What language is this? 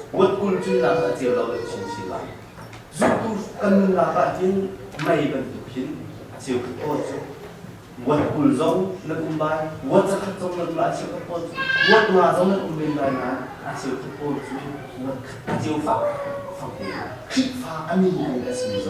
Hakha Chin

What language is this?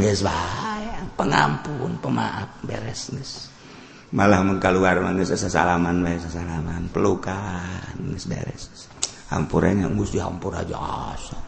Sundanese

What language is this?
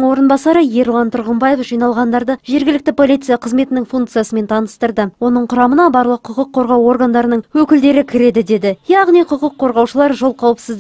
Kazakh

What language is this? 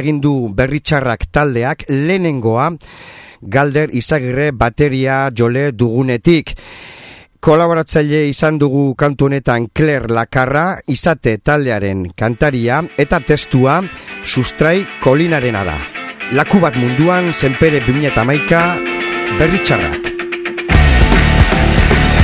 Basque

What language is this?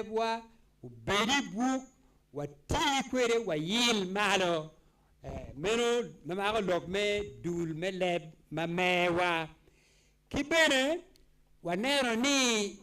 Acoli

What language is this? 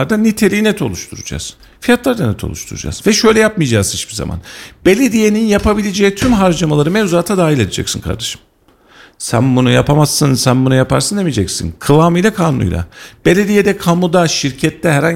Turkish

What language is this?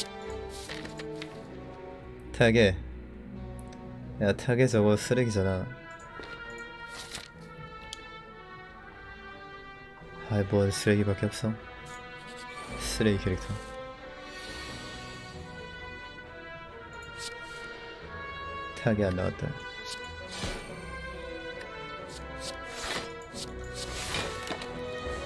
Korean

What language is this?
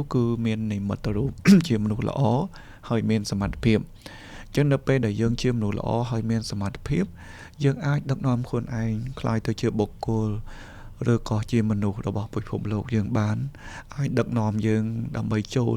Khmer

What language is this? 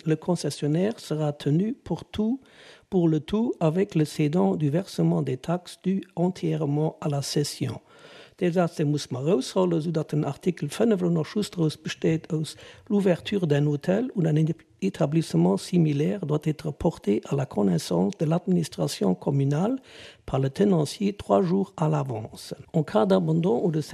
Luxembourgish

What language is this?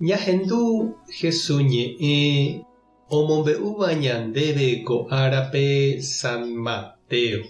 Guarani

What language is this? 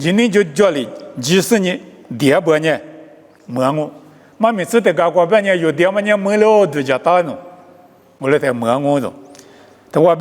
Lisu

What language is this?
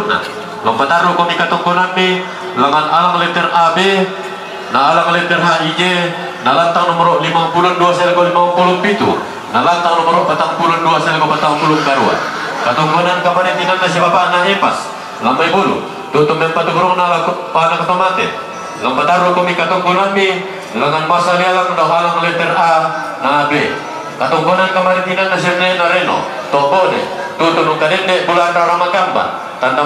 Toraja-Sa'dan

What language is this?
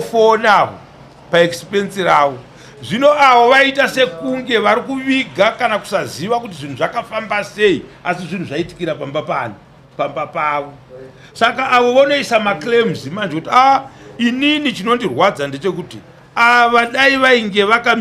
Shona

